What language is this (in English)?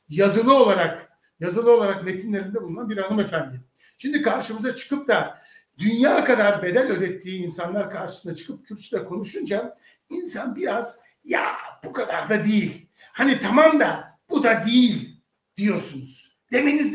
Turkish